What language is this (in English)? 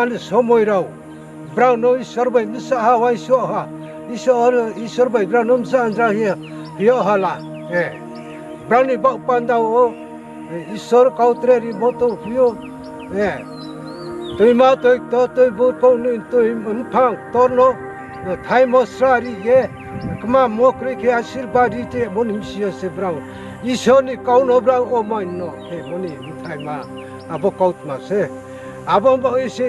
Riang (India)